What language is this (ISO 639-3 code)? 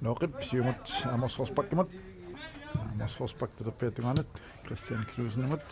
kal